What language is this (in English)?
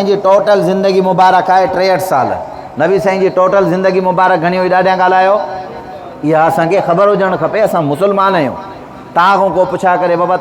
Sindhi